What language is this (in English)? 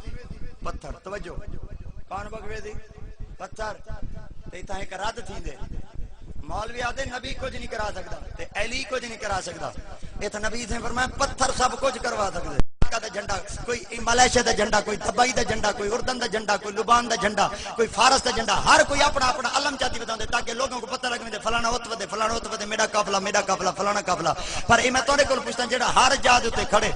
Saraiki